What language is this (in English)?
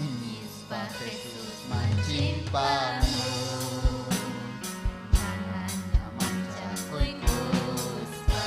Ayacucho Quechua